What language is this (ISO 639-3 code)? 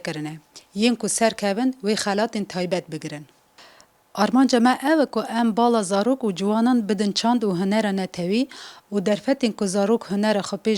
kur